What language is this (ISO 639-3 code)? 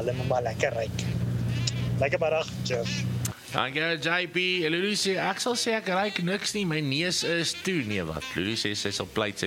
afr